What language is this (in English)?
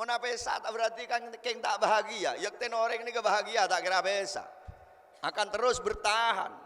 Madurese